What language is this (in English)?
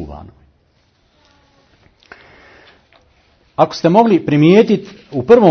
Bosnian